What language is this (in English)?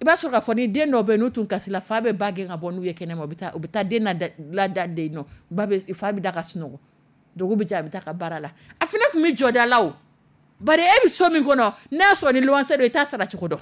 Dyula